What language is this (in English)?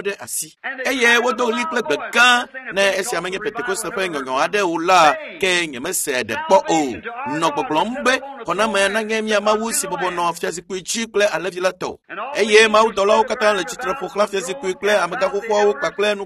Ewe